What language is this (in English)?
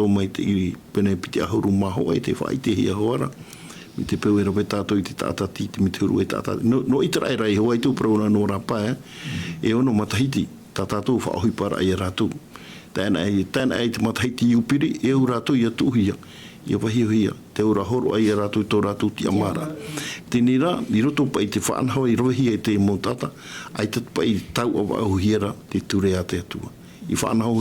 Tahitian